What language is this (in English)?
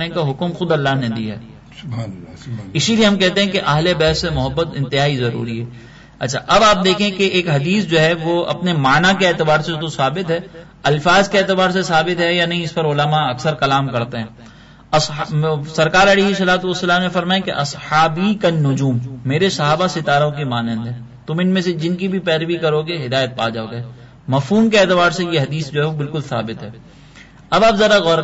Urdu